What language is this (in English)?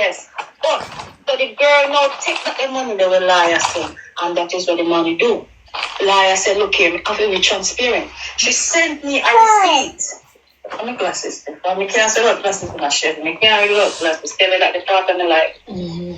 Jamaican Creole English